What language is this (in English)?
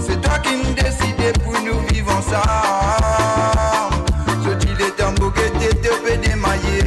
Morisyen